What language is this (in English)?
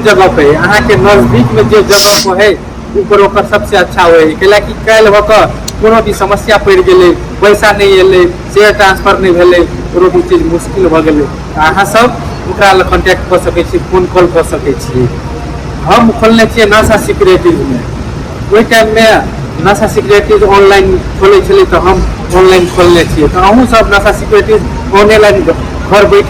Maithili